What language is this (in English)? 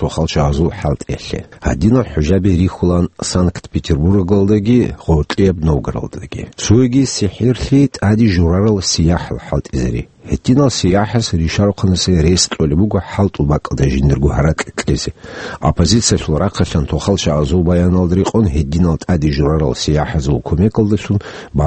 Avaric